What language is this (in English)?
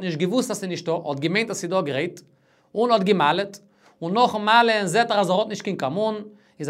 Yiddish